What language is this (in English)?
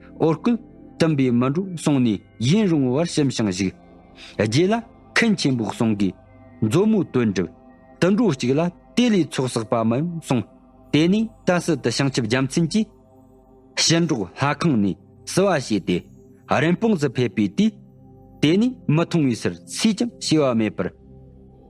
Tibetan